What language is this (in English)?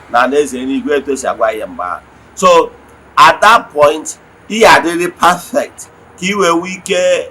Igbo